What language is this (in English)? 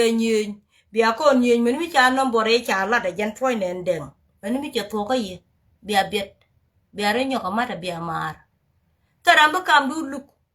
Nuer